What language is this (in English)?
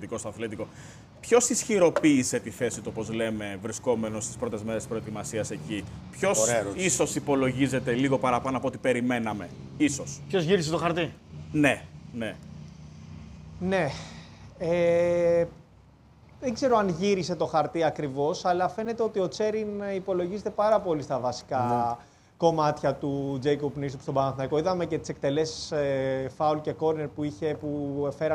Greek